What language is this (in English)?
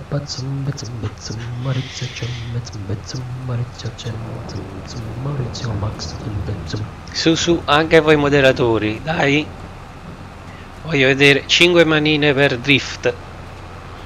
Italian